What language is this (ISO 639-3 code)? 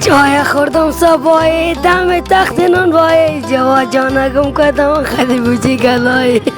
fas